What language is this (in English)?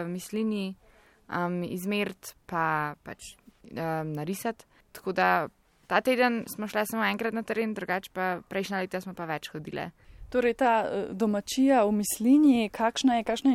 Slovenian